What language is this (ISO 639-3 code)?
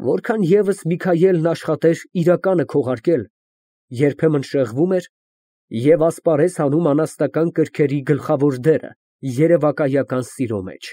hye